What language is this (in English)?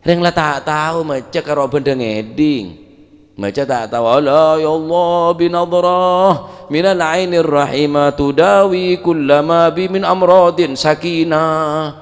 Madurese